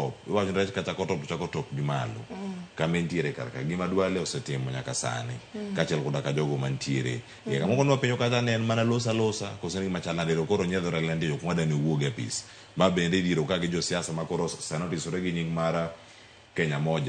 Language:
Luo (Kenya and Tanzania)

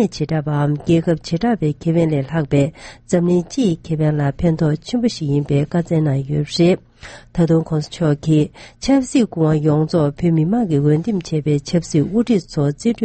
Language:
Tibetan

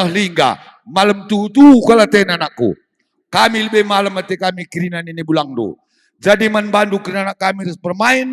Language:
Batak Karo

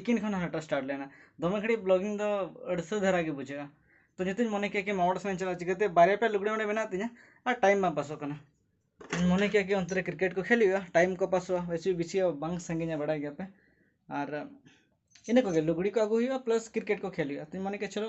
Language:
Santali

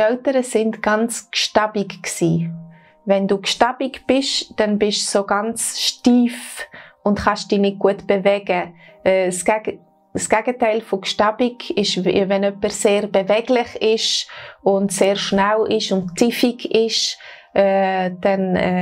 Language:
Swiss German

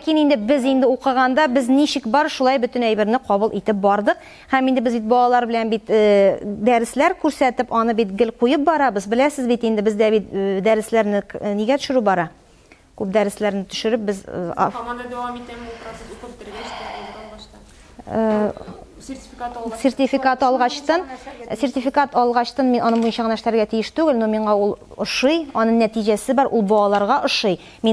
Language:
Tatar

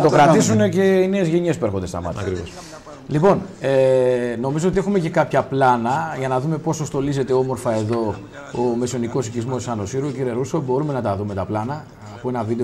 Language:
Greek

